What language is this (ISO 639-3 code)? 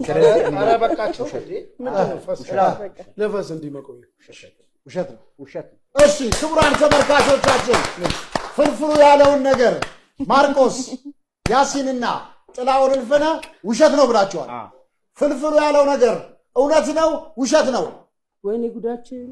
amh